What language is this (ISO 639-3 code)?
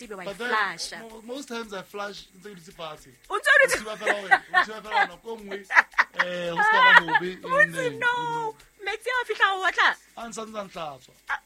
sot